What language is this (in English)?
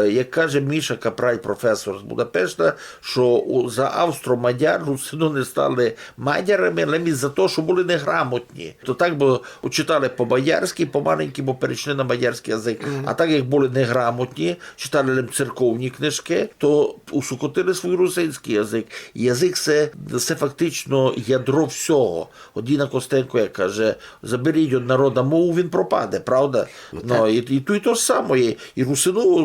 Rusyn